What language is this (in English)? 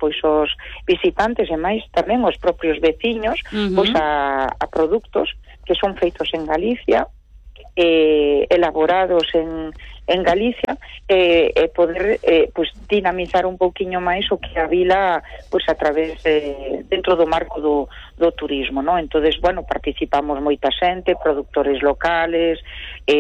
Galician